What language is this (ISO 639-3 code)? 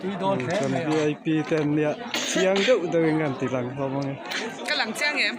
lus